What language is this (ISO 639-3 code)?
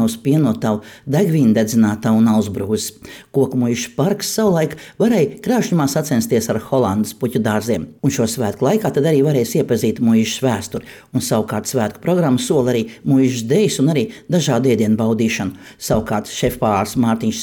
lav